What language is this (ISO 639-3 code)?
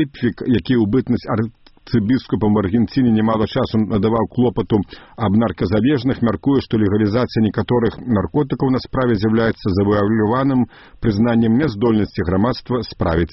bel